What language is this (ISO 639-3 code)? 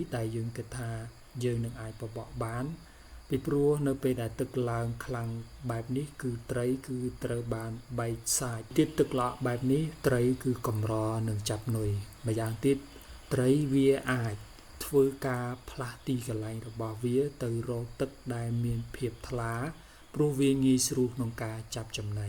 khm